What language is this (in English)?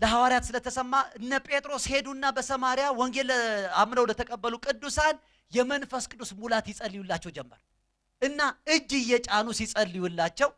Amharic